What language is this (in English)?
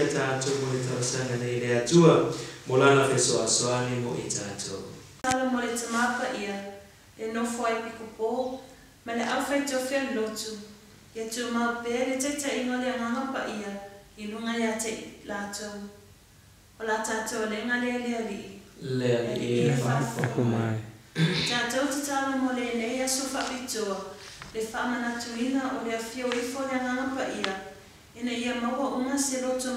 Samoan